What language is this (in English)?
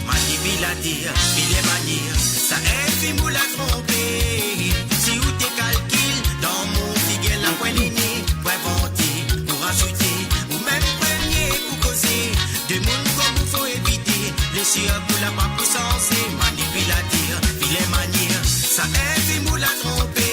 Morisyen